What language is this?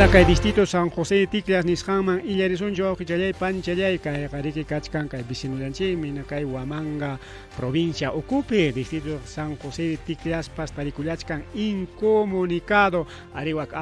Ayacucho Quechua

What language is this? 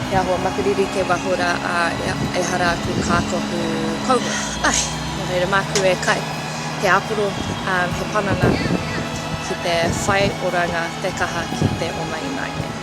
Māori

